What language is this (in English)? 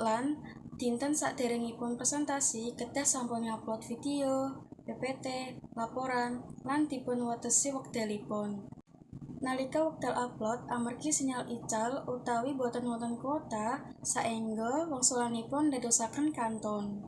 Javanese